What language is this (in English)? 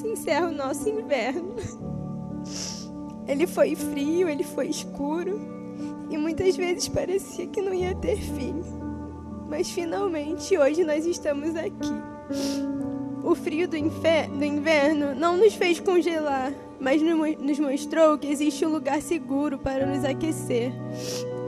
Portuguese